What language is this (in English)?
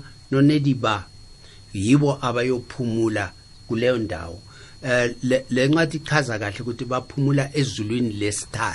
South Ndebele